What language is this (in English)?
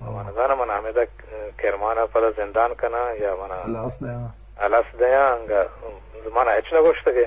Eastern Balochi